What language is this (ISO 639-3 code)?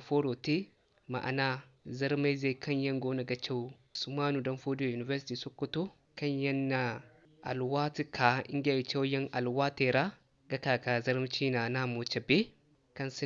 dje